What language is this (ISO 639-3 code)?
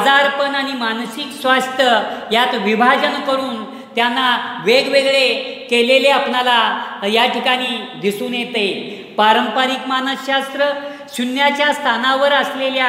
mar